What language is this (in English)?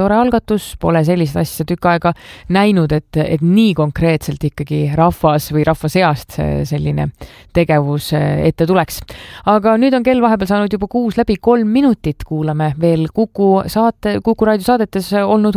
Estonian